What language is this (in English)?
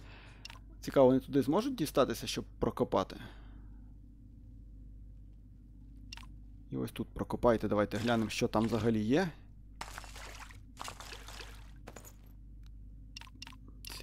Ukrainian